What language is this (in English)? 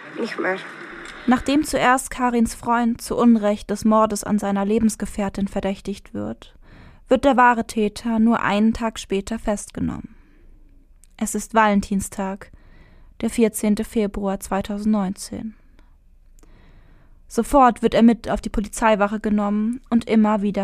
German